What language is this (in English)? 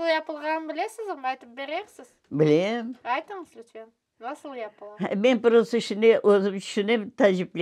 Crimean Tatar